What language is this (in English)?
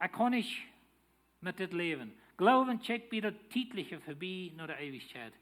Plautdietsch